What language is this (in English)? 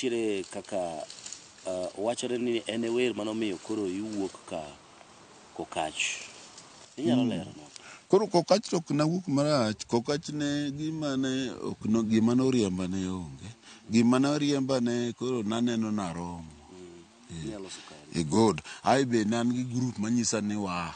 Luo (Kenya and Tanzania)